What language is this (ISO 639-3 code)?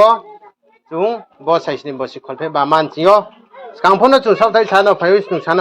ria